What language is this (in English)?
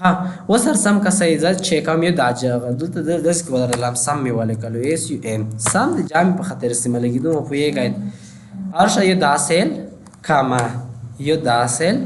Pashto